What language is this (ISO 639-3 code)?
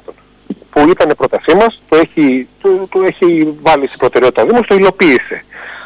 ell